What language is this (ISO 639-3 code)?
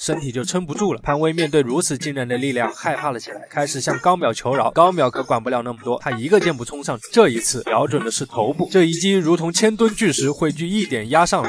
zho